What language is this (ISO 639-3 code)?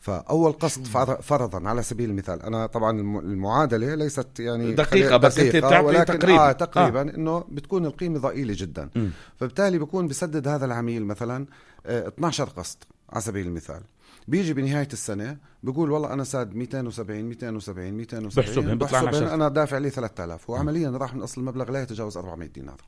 apc